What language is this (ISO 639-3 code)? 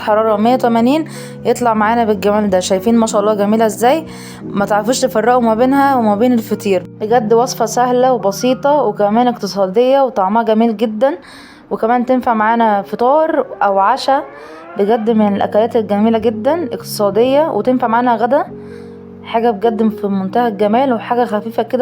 arz